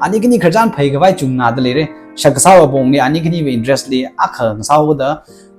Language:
Tangkhul Naga (India)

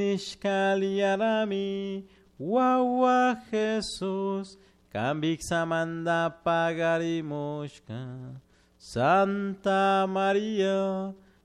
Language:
Chimborazo Highland Quichua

